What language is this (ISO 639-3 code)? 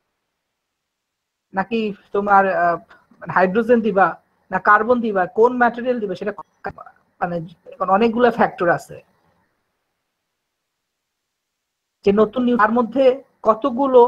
ben